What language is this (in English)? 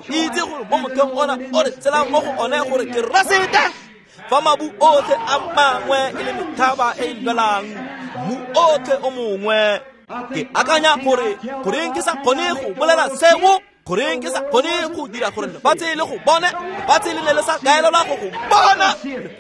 Tswana